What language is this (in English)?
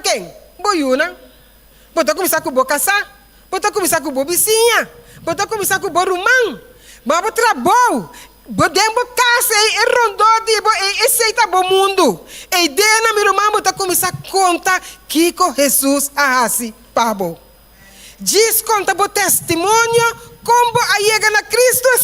Papiamento